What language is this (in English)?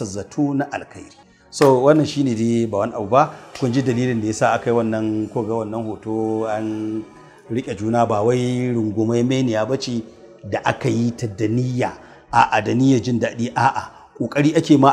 Hausa